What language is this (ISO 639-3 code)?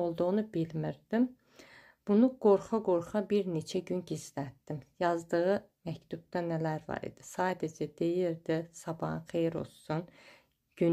aze